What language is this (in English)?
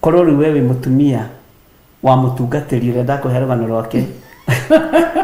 Kikuyu